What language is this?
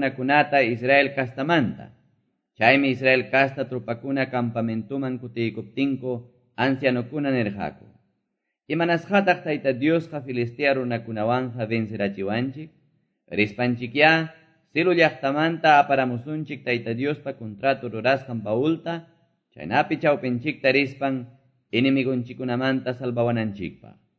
Quechua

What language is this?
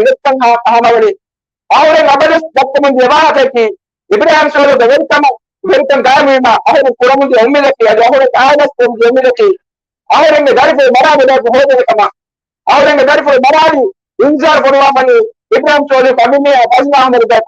Divehi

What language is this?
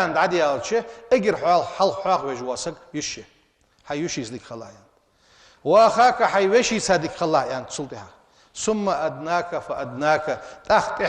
Ingush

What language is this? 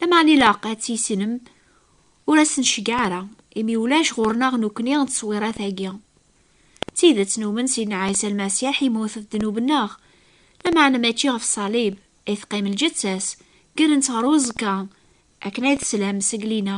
Kabyle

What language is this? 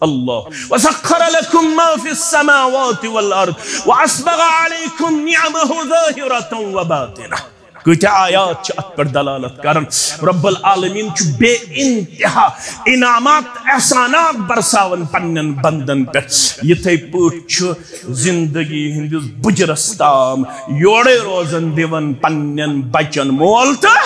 Kashmiri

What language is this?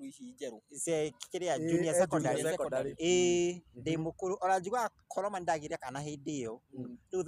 Kikuyu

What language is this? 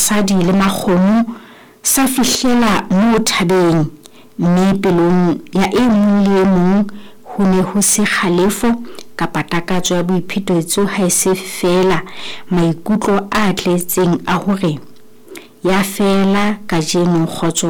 Southern Sotho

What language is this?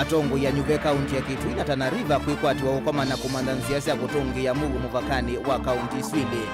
Kamba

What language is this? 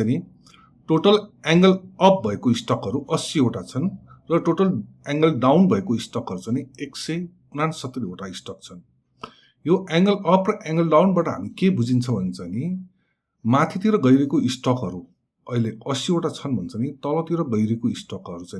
Nepali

